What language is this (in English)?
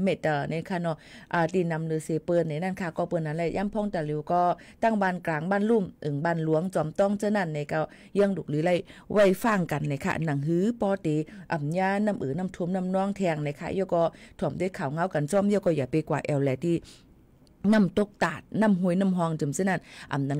Shan